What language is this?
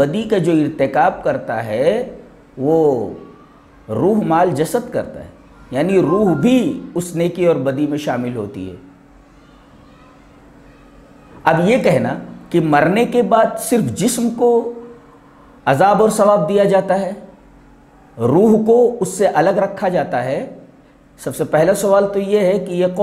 Urdu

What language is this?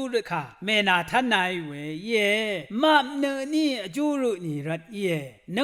Rawang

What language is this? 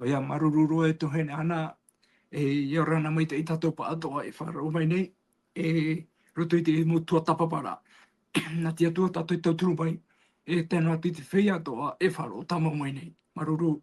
Tahitian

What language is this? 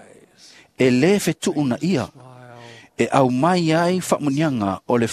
Samoan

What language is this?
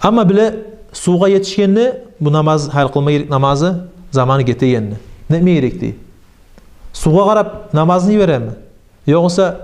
Kumyk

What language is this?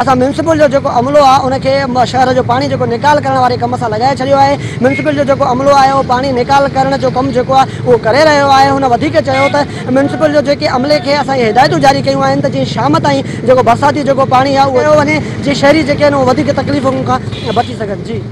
Sindhi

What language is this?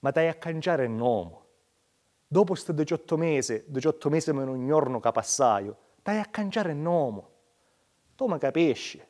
Sicilian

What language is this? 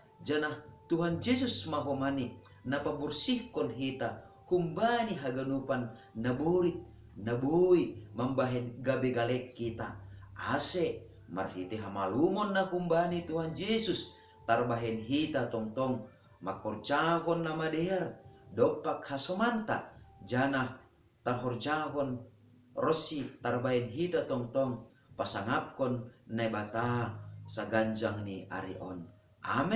Batak Simalungun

